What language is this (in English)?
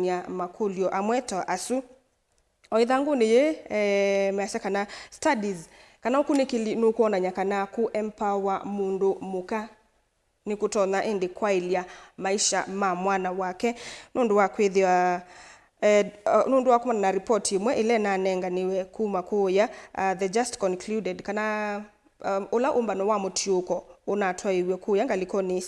Kamba